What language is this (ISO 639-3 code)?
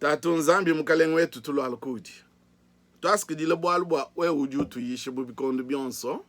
lua